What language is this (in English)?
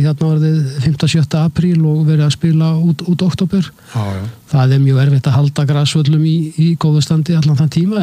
Icelandic